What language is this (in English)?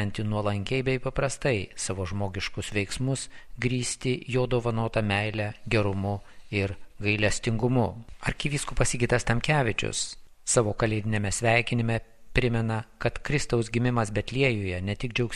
Lithuanian